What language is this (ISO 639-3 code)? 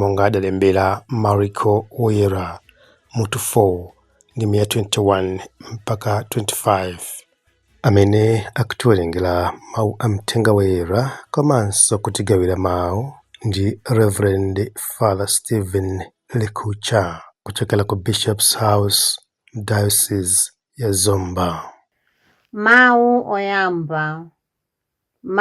nya